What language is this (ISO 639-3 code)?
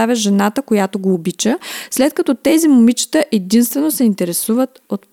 bul